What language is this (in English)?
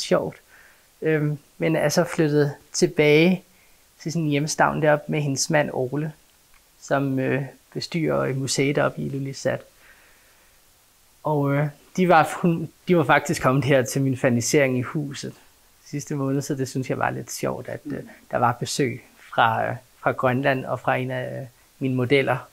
Danish